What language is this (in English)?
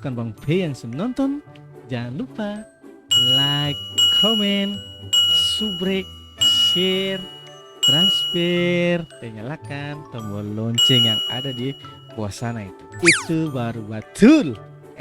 Ambonese Malay